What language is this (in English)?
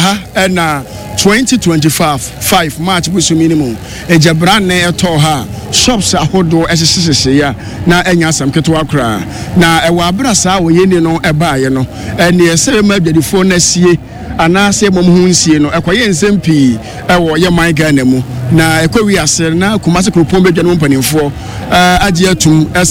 Akan